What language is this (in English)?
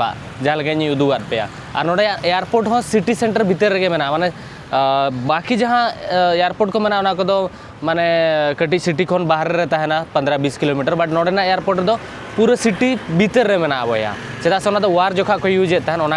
Santali